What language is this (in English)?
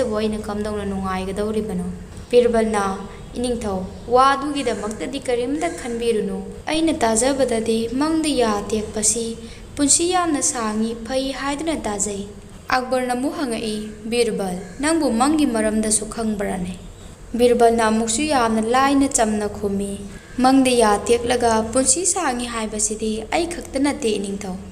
Manipuri